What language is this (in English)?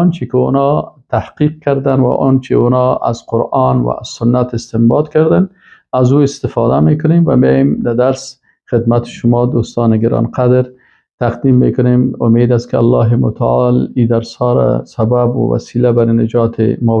Persian